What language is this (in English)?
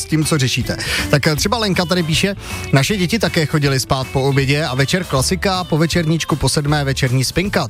Czech